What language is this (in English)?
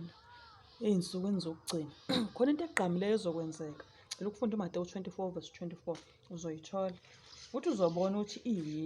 Zulu